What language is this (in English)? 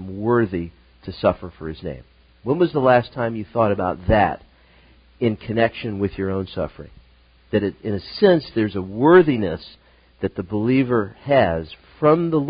English